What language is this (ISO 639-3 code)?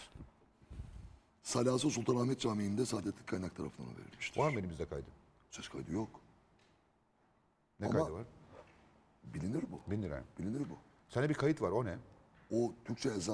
tur